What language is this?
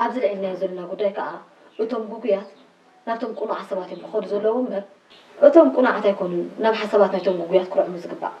Tigrinya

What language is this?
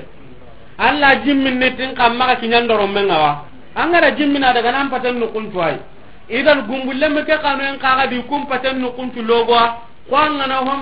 Soninke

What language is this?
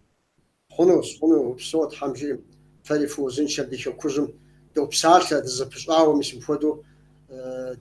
Kabardian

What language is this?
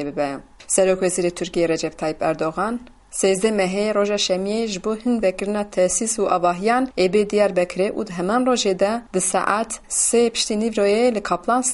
Kurdish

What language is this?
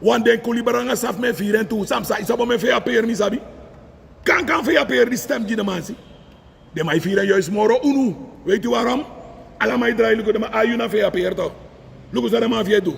Sranan Tongo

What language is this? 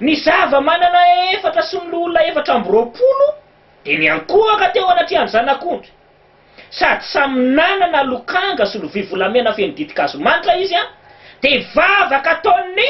Malagasy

